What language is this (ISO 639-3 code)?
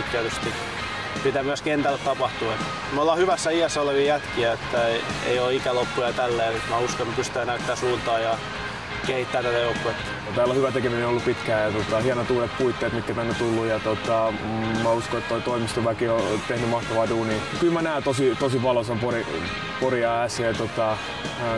fin